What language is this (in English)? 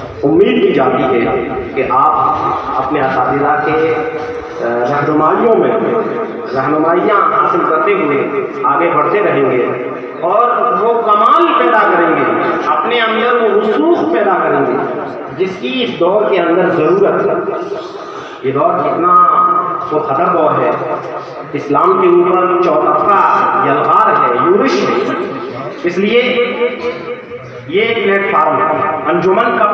Urdu